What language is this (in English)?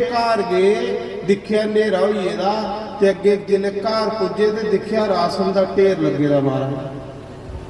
Dogri